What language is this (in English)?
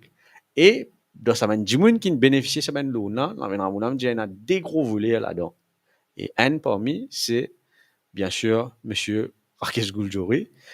Morisyen